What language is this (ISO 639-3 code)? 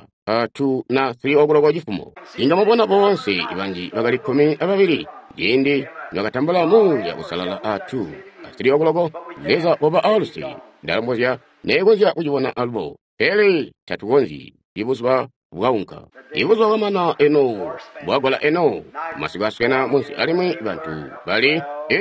toi